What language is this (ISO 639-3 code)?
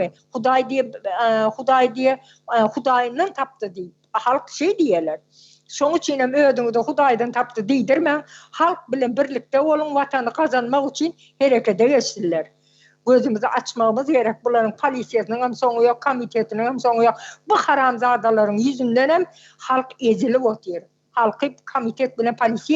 tuk